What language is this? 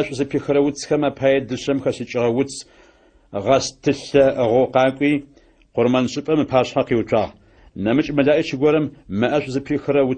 Adyghe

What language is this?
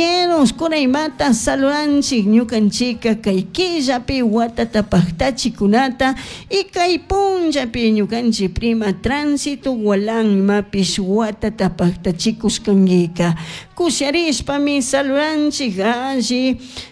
Chimborazo Highland Quichua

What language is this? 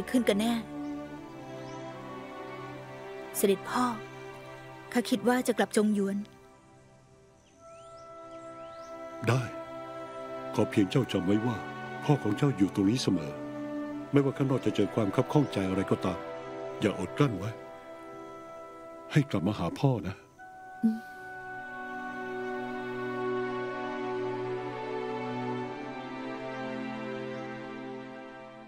Thai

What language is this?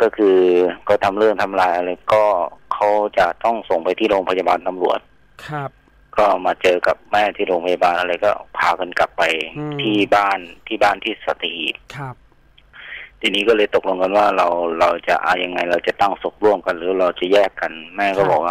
Thai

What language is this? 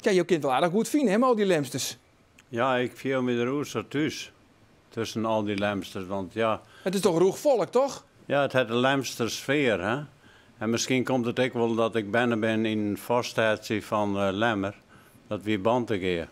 Western Frisian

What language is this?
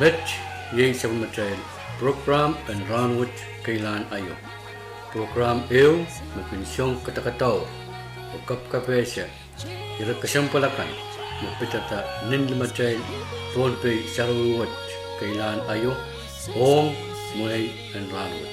Pohnpeian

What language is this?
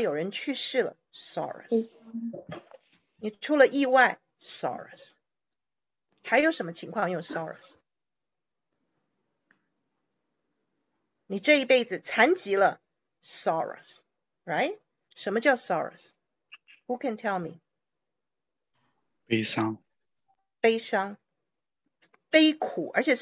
Chinese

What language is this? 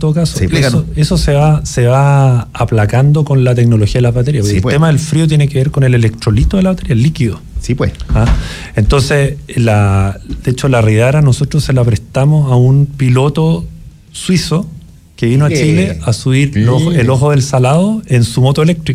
Spanish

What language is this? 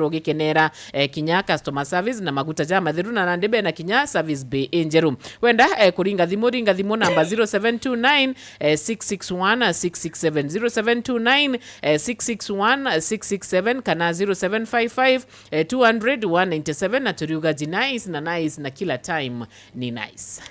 Meru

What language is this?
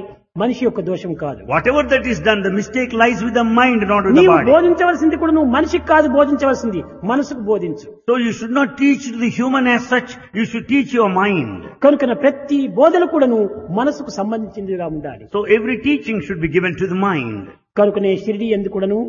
Telugu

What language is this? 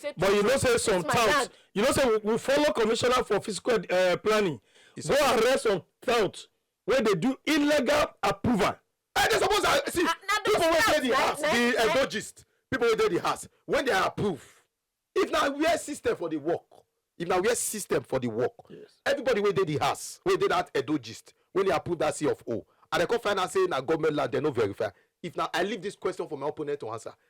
Nigerian Pidgin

